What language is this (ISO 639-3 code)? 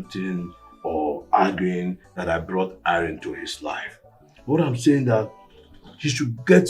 pcm